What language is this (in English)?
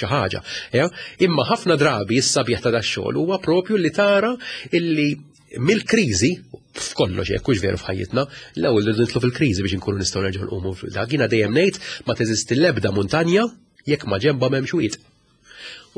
Maltese